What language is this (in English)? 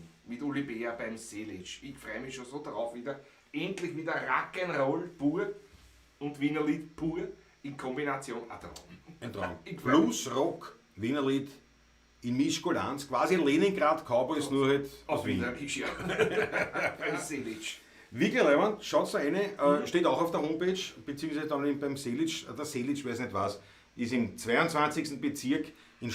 Bavarian